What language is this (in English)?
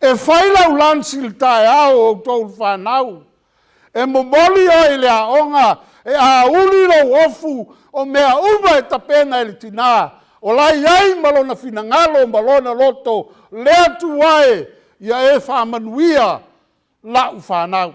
Samoan